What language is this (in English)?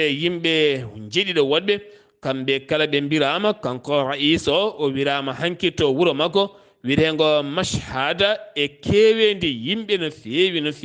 Fula